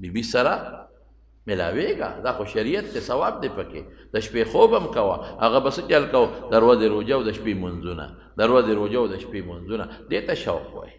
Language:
Pashto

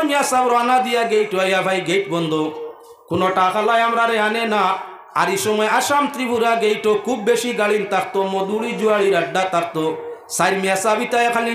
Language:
Sylheti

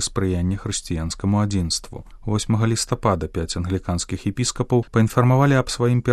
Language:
Belarusian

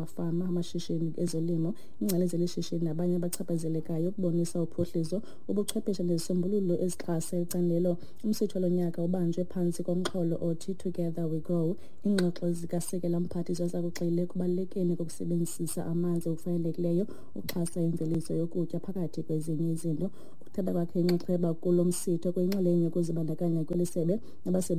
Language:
Xhosa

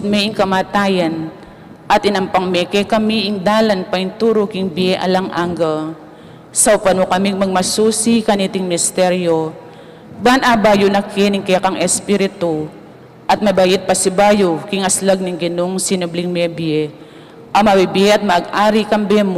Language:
Pampanga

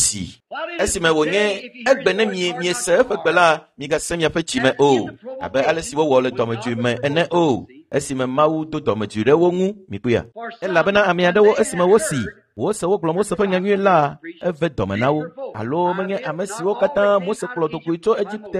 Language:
Ewe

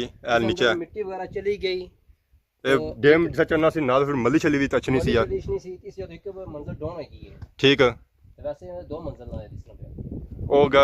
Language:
Pahari-Potwari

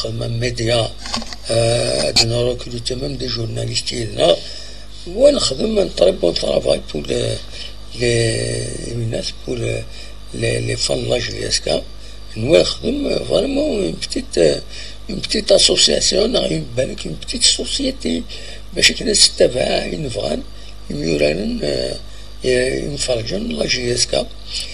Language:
Kabyle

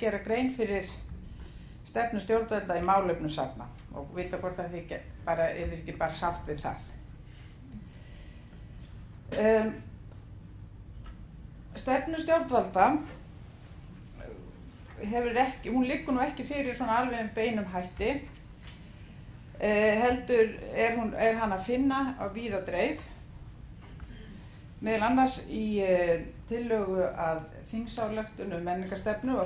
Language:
Icelandic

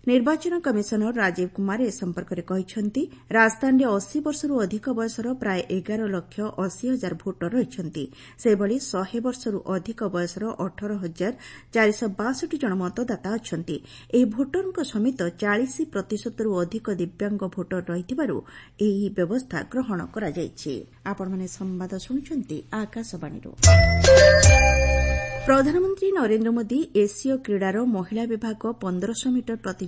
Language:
Odia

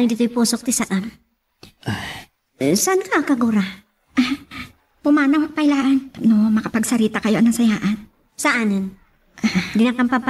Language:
Iloko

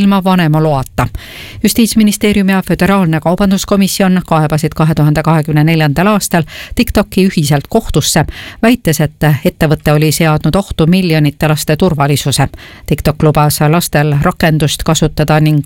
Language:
Estonian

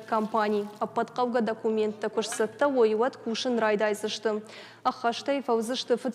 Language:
Ossetic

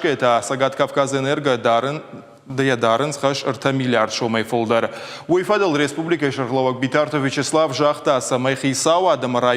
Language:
Ossetic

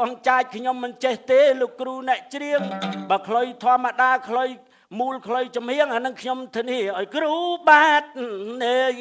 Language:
Khmer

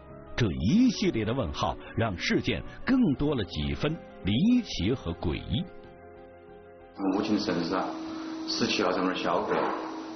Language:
Chinese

